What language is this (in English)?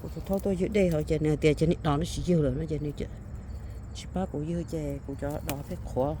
Hmong